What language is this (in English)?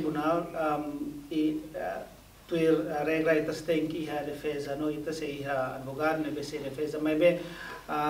Tetum